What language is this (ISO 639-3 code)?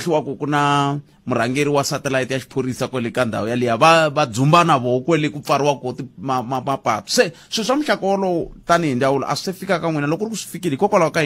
tso